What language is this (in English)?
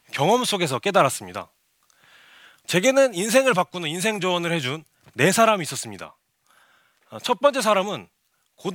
Korean